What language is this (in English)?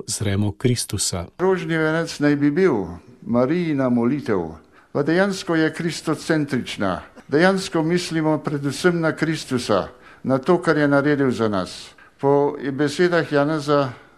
Slovenian